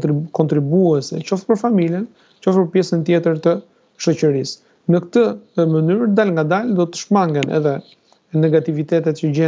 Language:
Albanian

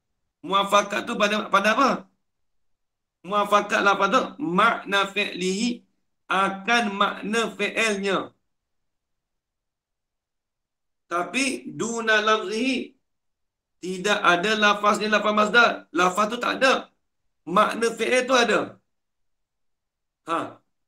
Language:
Malay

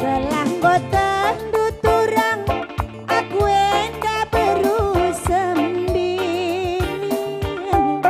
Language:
Batak Karo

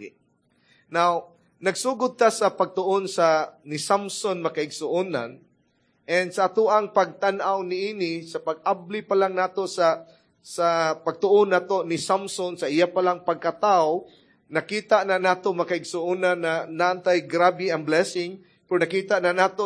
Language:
Cebuano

